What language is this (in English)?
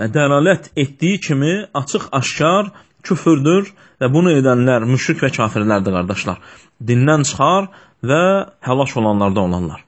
Azerbaijani